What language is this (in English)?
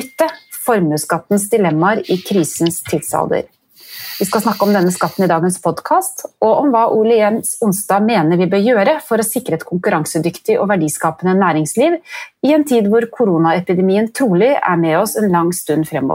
Norwegian